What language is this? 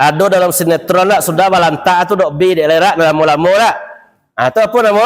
Minangkabau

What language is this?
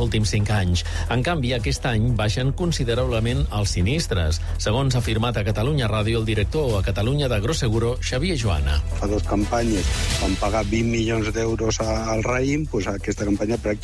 Catalan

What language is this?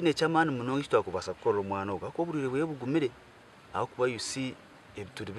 Nyankole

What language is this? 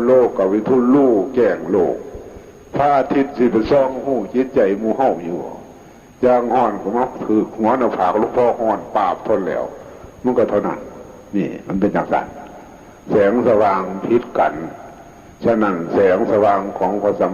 Northeastern Thai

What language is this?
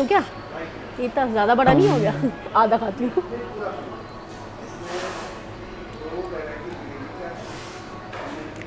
Hindi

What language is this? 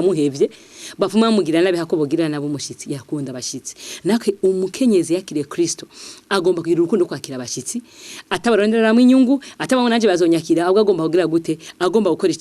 Rundi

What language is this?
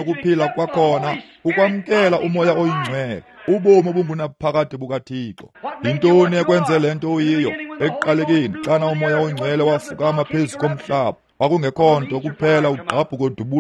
Xhosa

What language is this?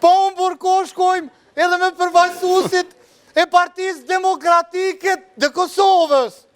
Albanian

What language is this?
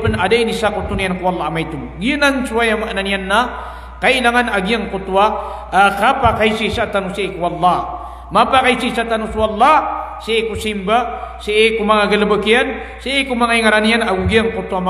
Maranao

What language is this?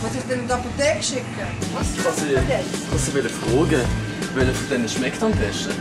Swiss German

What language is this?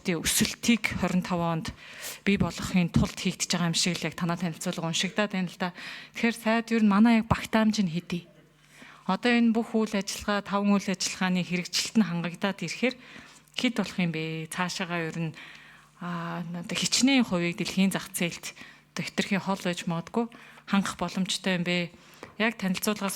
Mongolian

